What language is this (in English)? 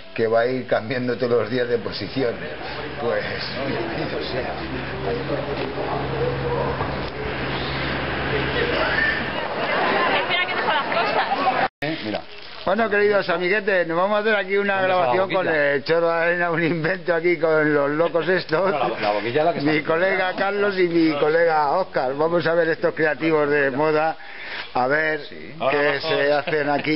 Spanish